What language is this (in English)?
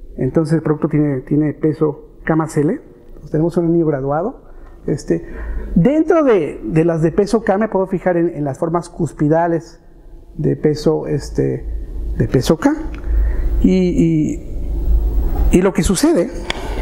Spanish